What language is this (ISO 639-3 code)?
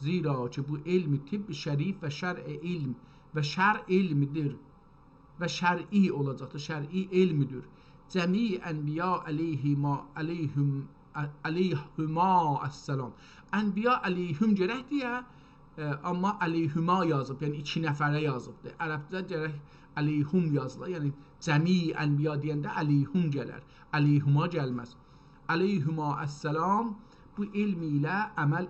azb